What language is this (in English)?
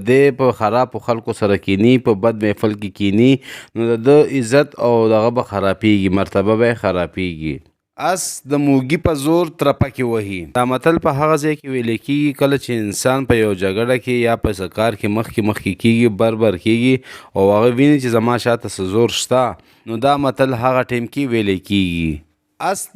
Pashto